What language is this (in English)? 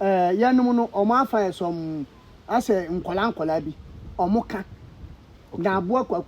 Akan